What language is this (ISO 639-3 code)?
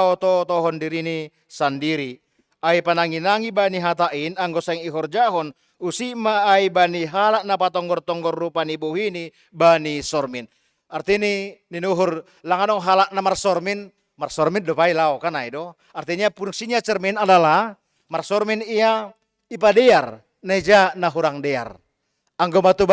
bts